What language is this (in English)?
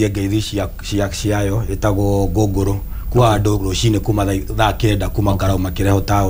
Kikuyu